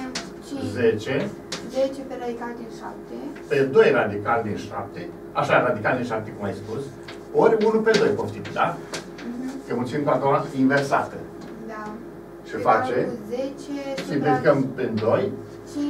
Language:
Romanian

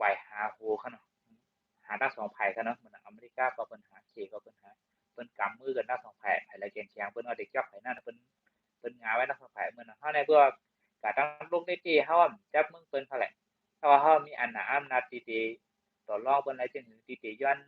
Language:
Shan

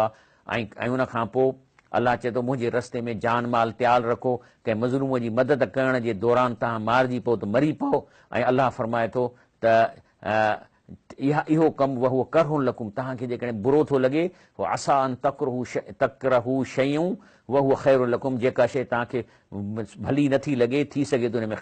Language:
Sindhi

